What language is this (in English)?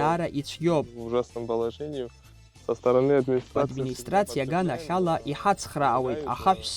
Abkhazian